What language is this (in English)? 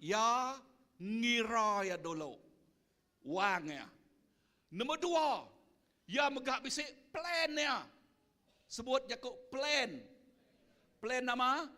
Iban